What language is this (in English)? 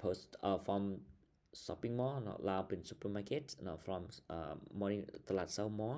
Lao